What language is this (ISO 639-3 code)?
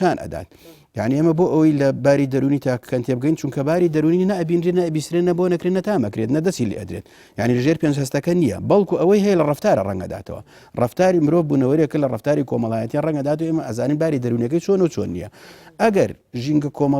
ckb